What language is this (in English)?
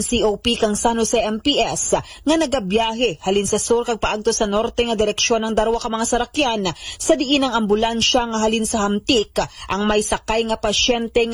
Aklanon